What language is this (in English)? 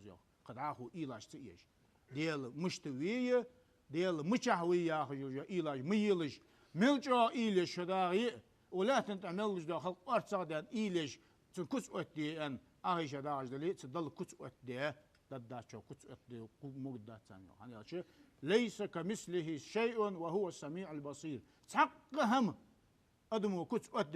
Ingush